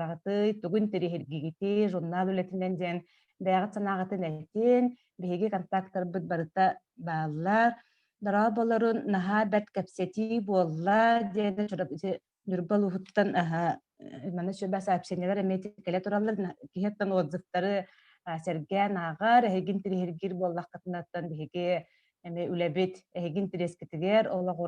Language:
Yakut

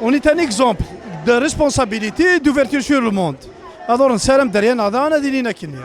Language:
Kabyle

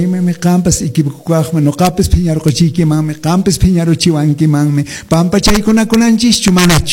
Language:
Quechua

